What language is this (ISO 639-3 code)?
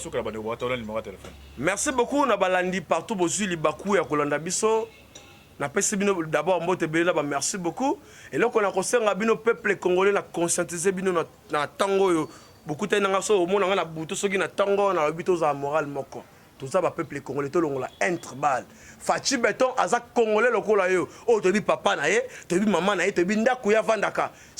lin